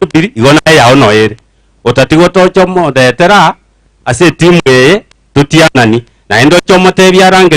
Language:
Gusii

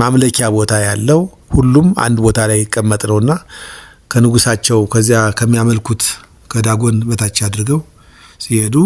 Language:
Amharic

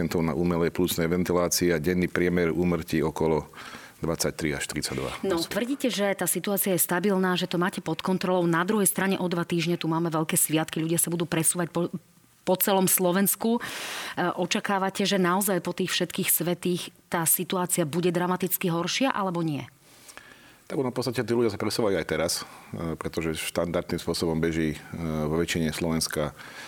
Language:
Slovak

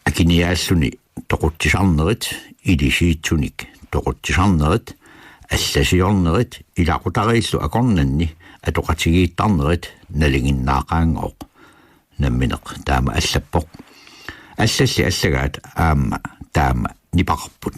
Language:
Kalaallisut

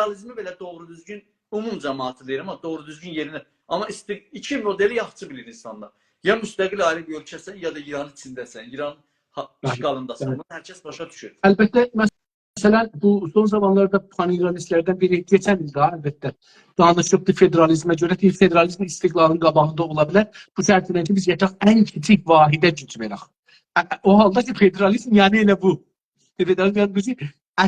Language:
South Azerbaijani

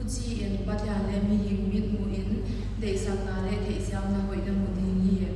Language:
Paite Chin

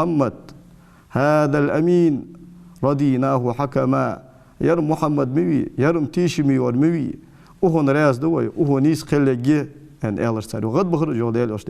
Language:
Ingush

